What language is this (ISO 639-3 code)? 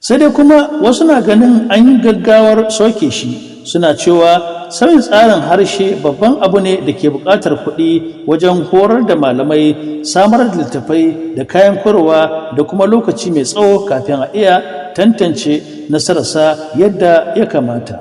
hau